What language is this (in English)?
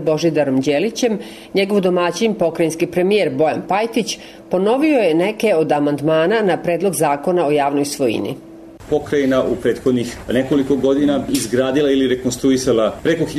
Serbian